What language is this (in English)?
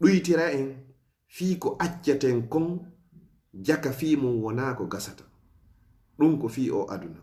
Fula